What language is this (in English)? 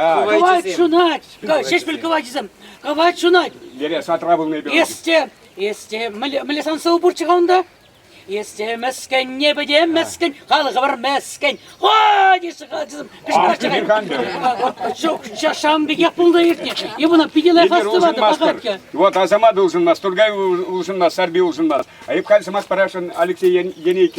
Chuvash